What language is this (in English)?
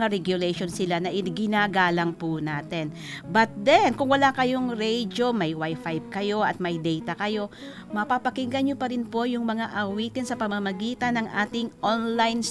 Filipino